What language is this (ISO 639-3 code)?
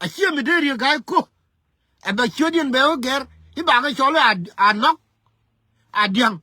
nus